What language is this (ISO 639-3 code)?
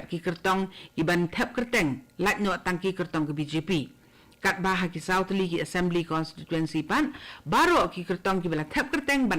kha